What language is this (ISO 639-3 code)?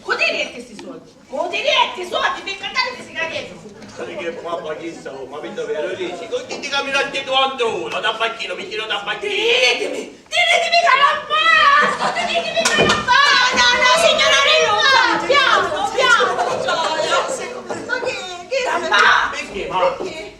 scn